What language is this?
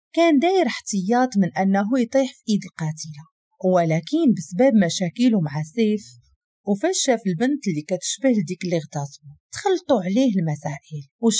Moroccan Arabic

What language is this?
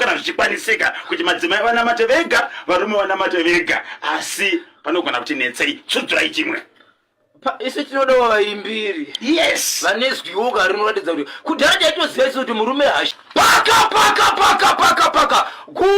Shona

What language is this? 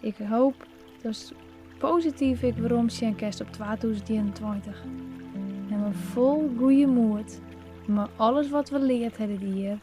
Western Frisian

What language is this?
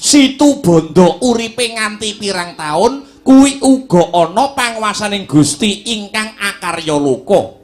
Javanese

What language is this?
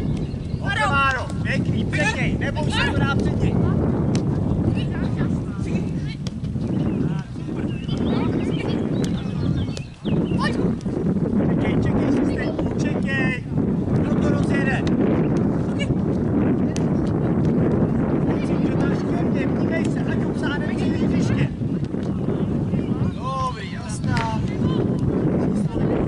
Czech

